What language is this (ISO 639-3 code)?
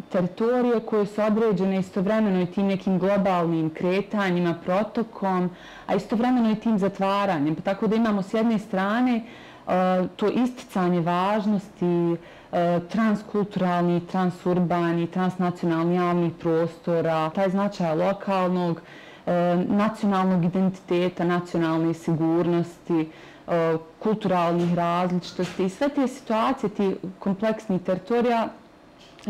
bos